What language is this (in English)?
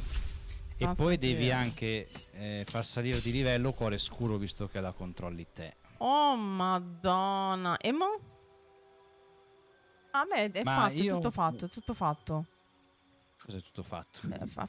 Italian